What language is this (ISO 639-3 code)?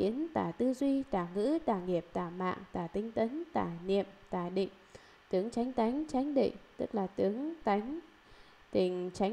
vie